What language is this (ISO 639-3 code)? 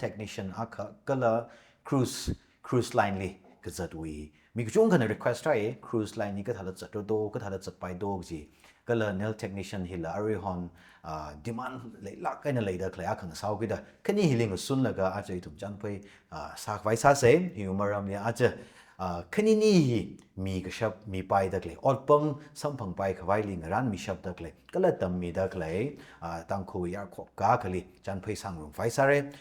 nmf